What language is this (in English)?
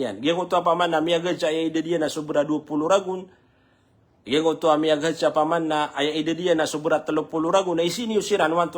Maranao